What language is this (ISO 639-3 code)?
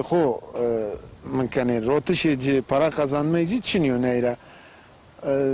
zza